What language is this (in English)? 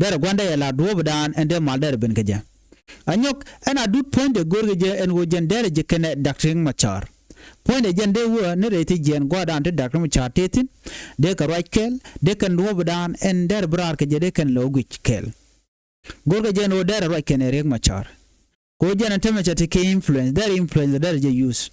Nuer